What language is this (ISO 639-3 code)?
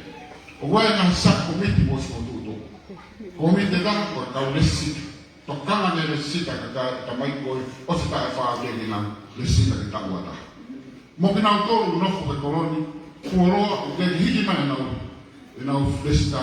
ton